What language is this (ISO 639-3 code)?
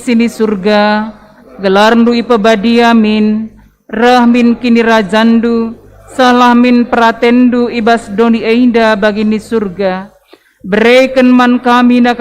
btx